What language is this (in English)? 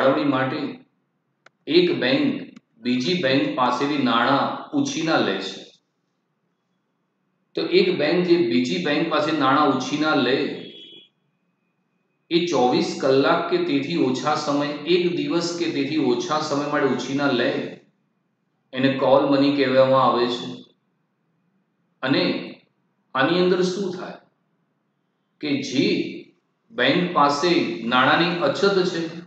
Gujarati